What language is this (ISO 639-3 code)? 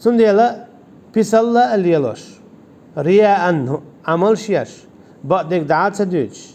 che